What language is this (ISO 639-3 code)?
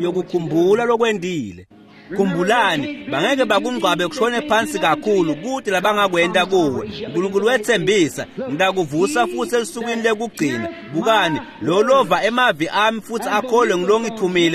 ssw